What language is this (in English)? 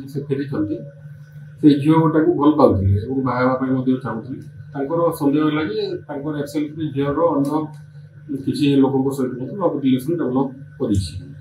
Odia